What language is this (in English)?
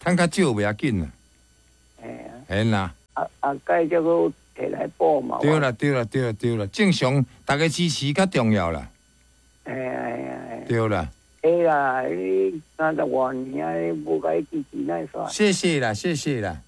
Min Nan Chinese